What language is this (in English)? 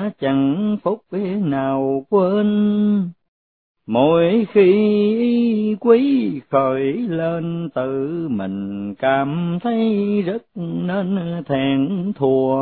Vietnamese